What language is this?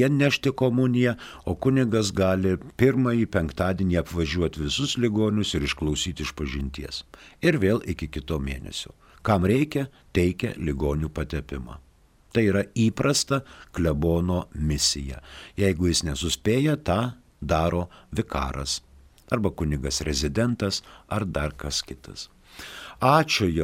Lithuanian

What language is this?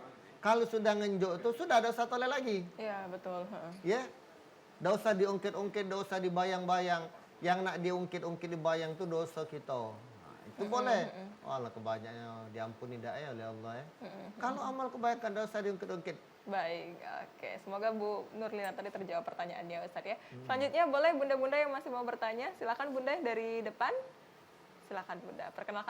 Musi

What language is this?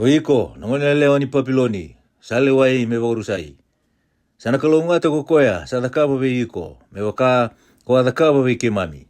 Fijian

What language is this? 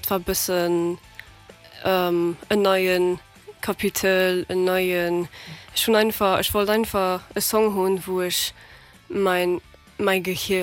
Luxembourgish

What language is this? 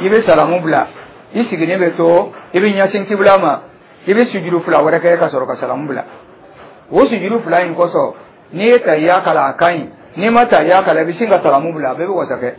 Dyula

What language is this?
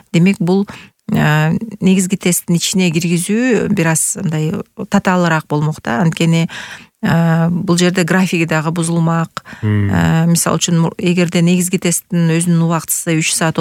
Kyrgyz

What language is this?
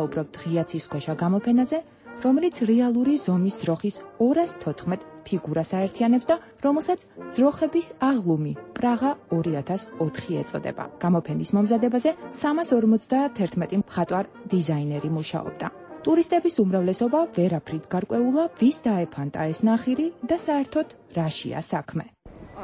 Georgian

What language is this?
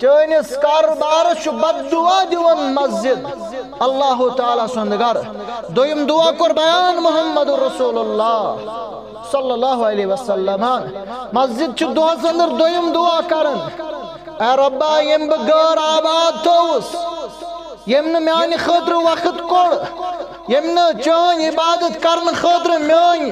Kashmiri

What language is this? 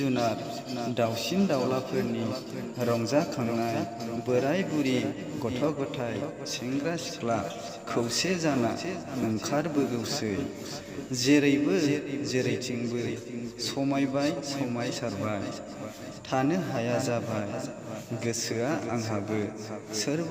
Bodo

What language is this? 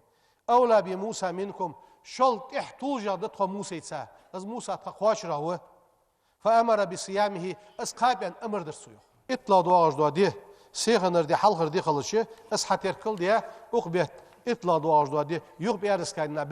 Ingush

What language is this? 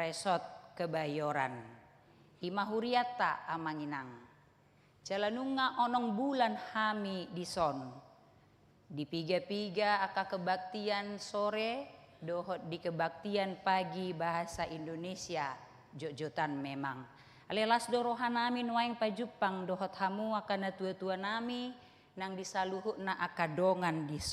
Batak Toba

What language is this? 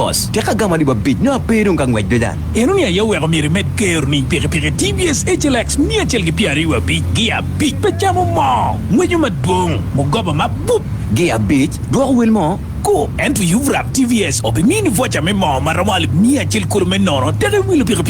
Acoli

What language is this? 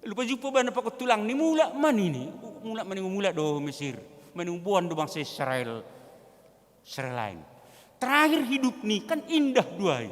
Batak Simalungun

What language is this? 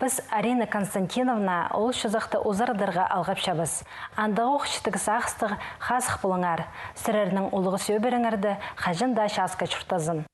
Khakas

